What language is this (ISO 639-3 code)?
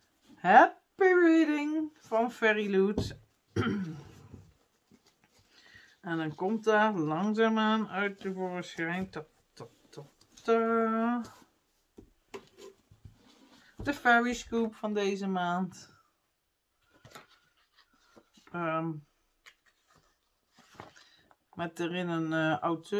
nld